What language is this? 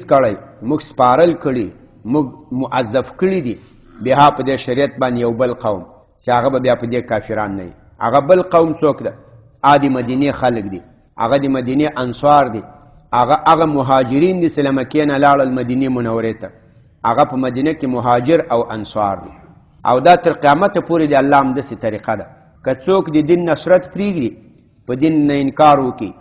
Pashto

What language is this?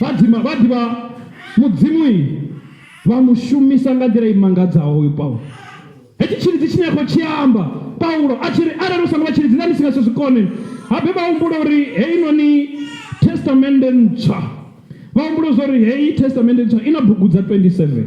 Venda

